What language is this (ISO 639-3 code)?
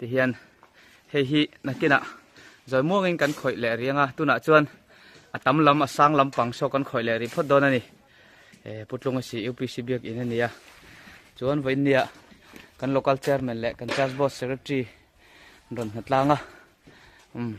lus